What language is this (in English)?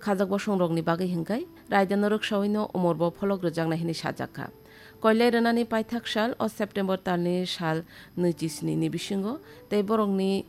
Kok Borok